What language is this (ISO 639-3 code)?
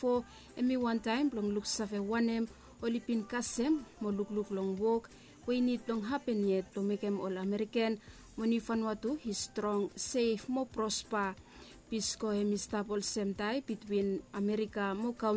bis